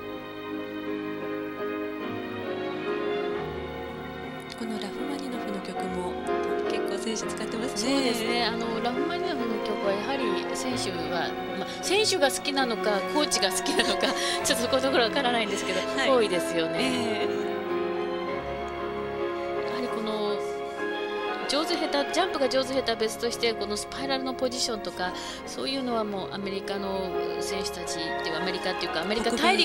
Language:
Japanese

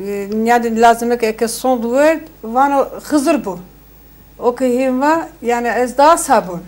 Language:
Zaza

